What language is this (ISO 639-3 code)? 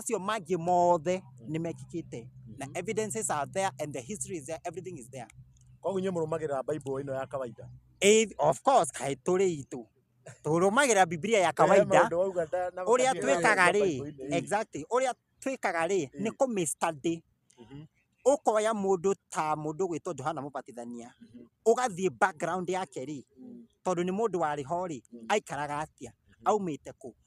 kik